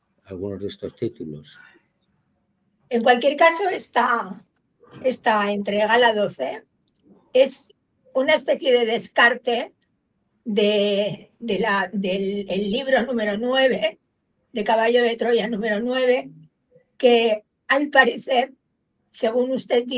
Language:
Spanish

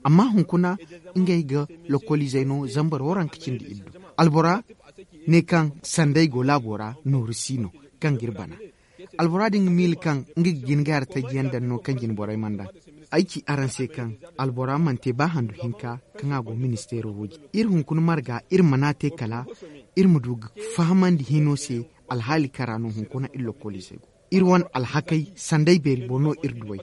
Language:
Zarma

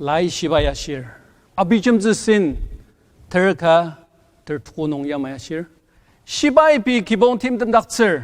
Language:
Ao Naga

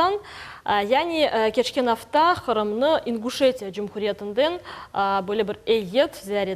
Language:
Crimean Tatar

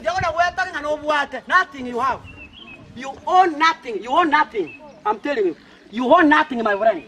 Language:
Gusii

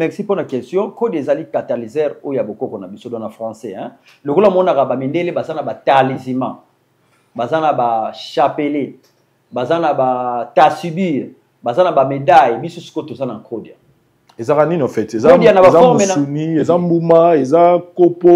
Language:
Lingala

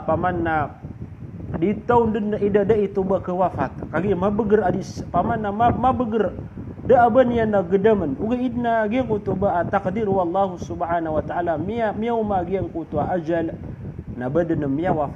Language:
Maranao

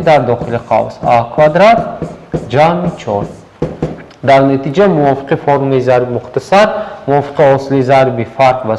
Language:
Tajik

